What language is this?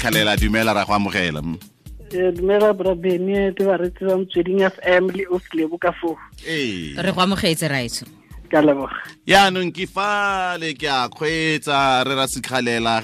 Tswana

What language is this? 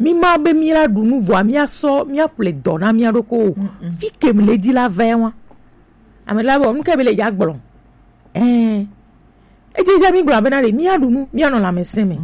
Gen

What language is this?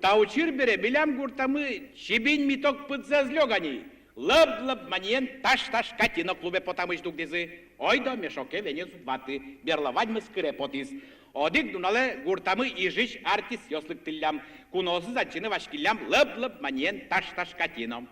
Udmurt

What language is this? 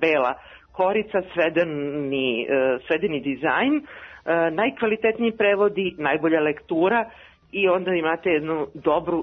Serbian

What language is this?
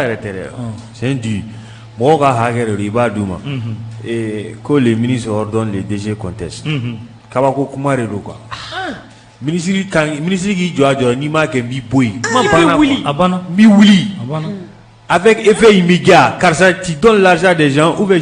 Bambara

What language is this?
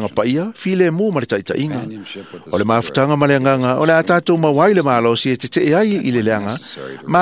Samoan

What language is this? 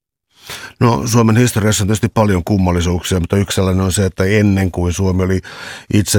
Finnish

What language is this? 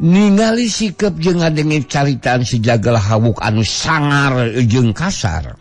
Sundanese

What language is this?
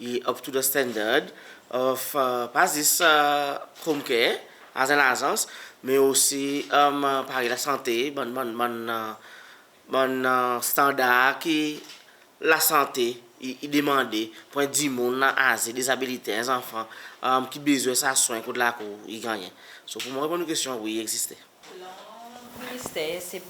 Seselwa Creole French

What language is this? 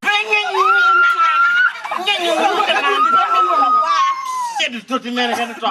Lango (Uganda)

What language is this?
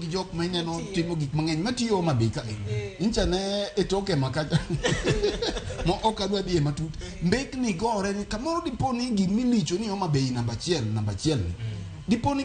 Luo (Kenya and Tanzania)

